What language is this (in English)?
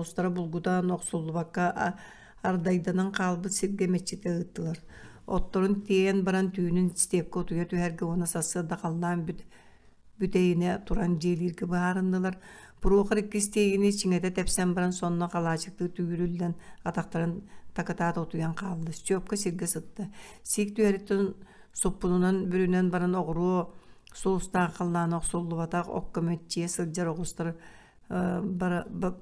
Yakut